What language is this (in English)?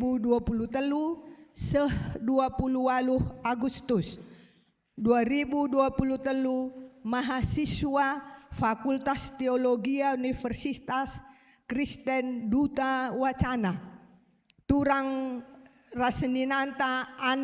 Batak Karo